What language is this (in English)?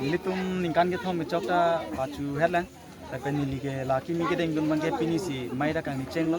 Karbi